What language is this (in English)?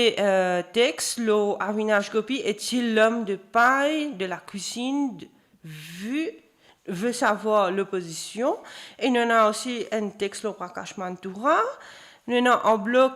Morisyen